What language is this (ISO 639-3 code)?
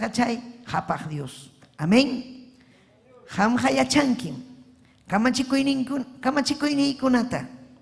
quy